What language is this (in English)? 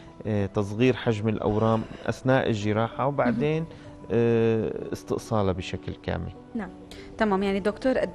North Levantine Arabic